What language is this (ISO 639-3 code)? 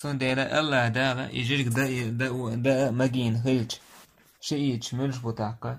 che